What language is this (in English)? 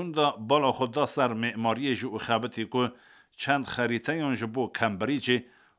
Kurdish